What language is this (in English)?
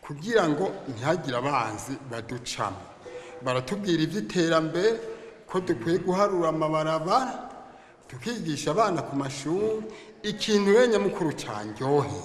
Rundi